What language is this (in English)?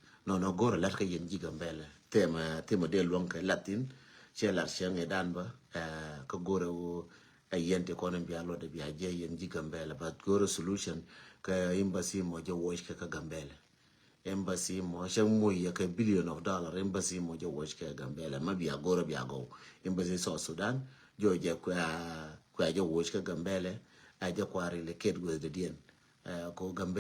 Nuer